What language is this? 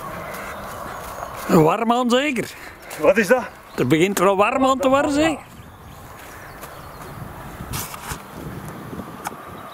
Dutch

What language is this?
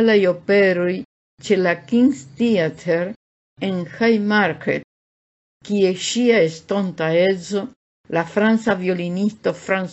Esperanto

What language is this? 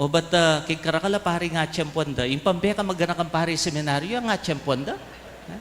Pampanga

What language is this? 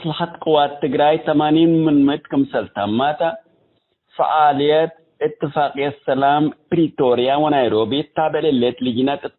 Tigre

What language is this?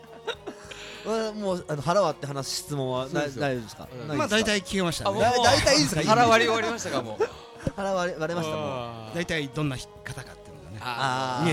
Japanese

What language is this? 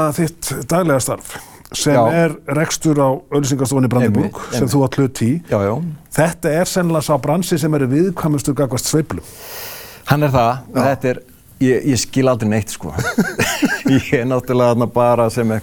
Icelandic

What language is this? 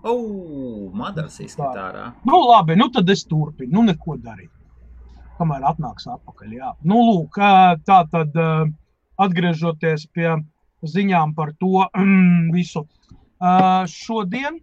Latvian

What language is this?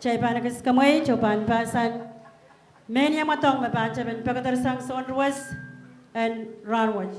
Pohnpeian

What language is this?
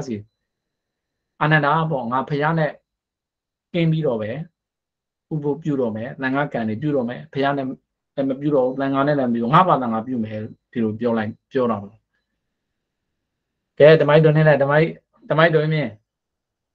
Burmese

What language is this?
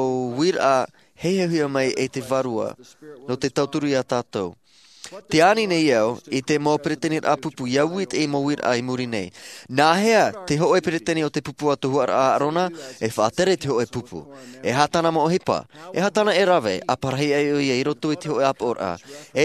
Tahitian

